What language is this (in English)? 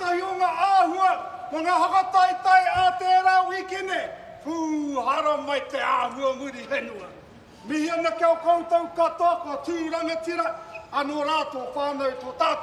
Māori